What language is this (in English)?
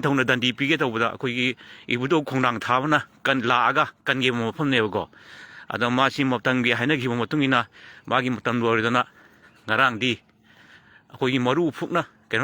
Manipuri